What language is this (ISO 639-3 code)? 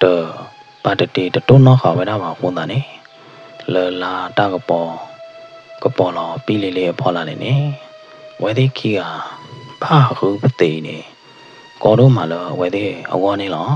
ksw